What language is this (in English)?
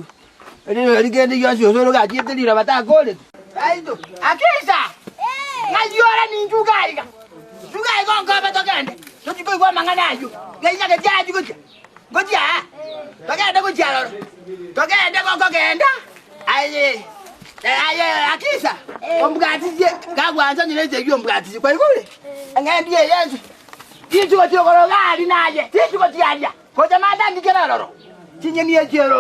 Gusii